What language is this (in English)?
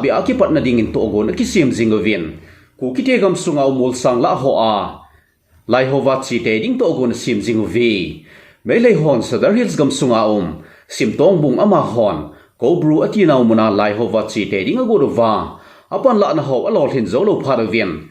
Thado Chin